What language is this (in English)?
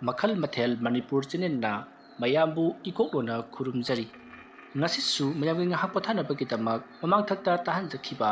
Manipuri